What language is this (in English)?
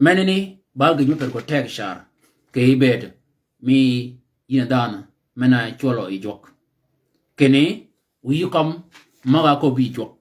Shilluk